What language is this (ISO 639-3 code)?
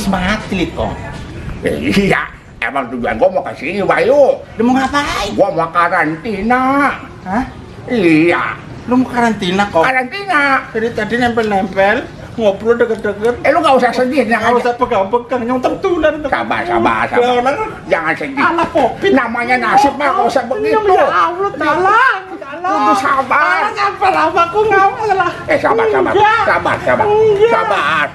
bew